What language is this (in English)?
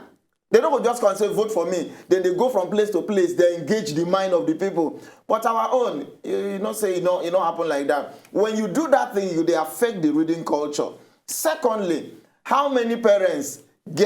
Nigerian Pidgin